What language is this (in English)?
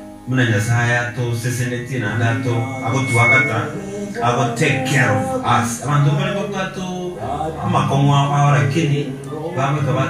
Gusii